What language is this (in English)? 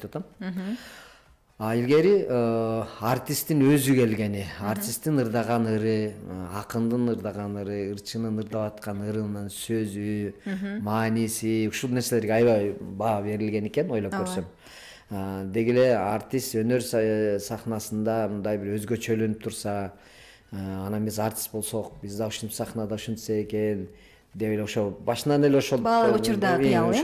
Kyrgyz